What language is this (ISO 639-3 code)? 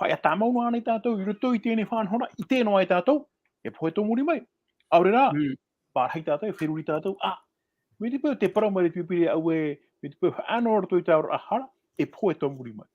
tah